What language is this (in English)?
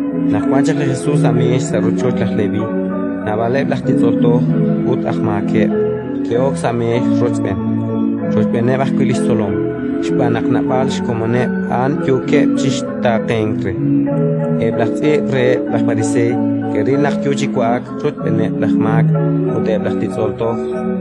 Kekchí